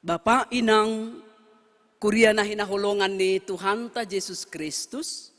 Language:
Batak Simalungun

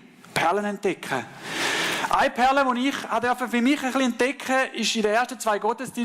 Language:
Swiss German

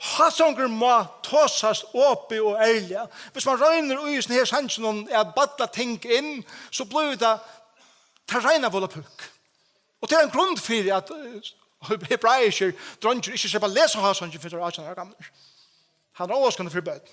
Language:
Faroese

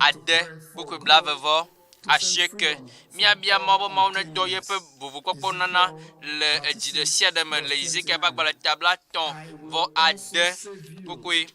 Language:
Ewe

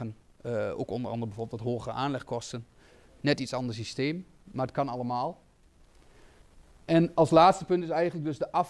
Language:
Dutch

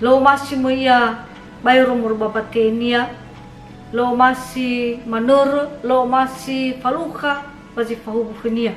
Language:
Nias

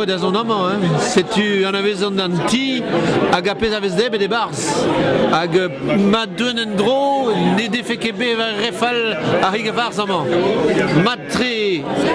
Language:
Breton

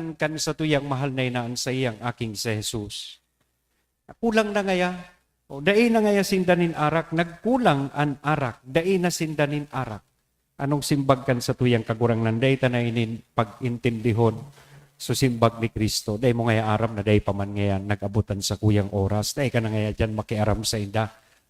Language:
Bikol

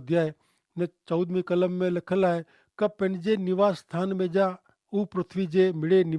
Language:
Kachhi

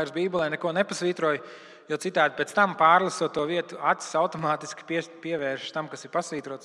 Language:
Latvian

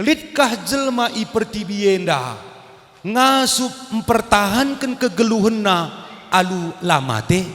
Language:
Batak Karo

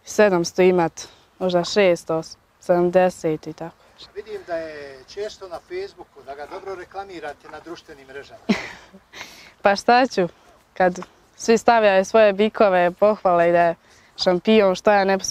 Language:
Bosnian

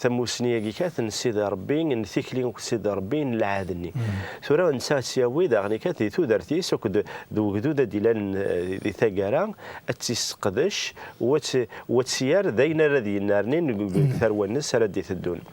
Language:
Kabyle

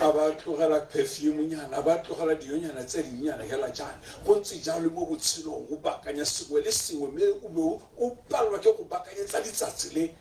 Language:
Tswana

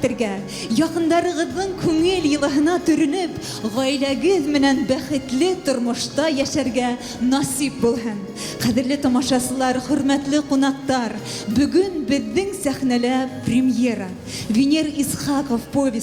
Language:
Bashkir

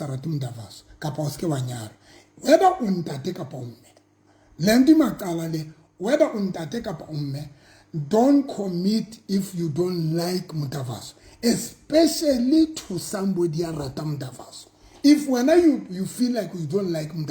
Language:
Southern Sotho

